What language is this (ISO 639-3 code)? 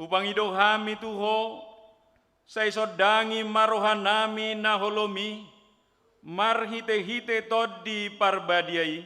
bbc